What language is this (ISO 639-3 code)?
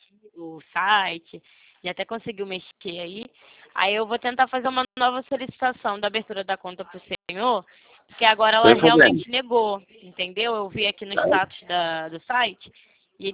por